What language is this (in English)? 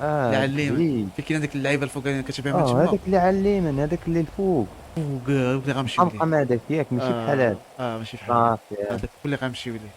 Moroccan Arabic